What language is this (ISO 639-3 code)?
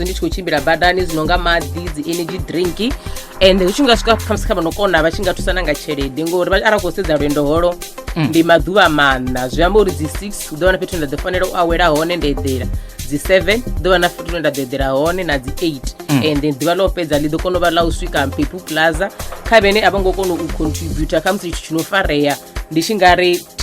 ven